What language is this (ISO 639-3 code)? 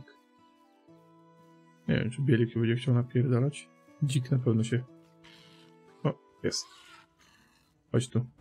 pol